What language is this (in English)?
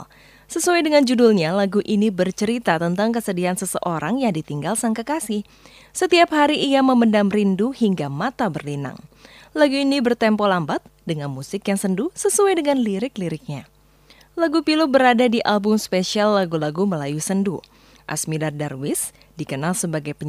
Indonesian